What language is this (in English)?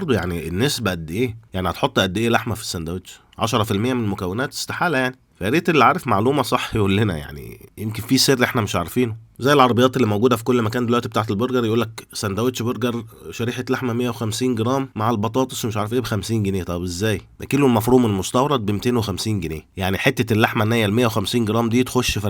Egyptian Arabic